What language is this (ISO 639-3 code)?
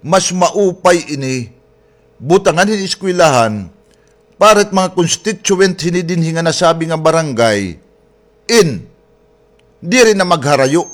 war